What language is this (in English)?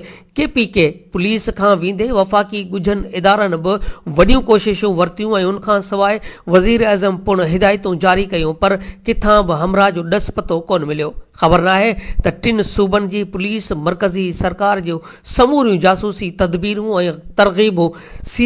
Sindhi